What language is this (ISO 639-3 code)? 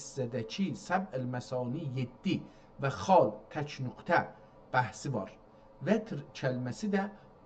azb